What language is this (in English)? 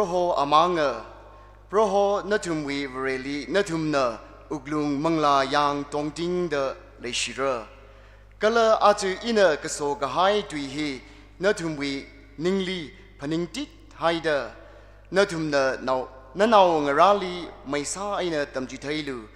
Tangkhul Naga (India)